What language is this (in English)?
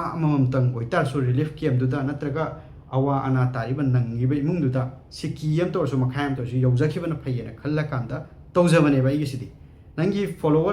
Manipuri